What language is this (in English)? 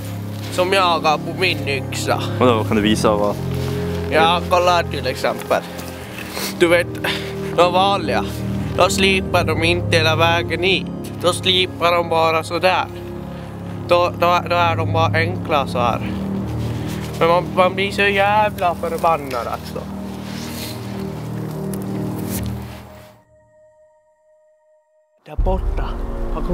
Swedish